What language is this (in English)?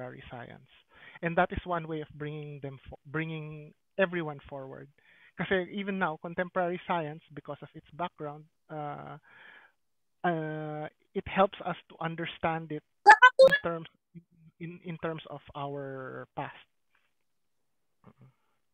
Filipino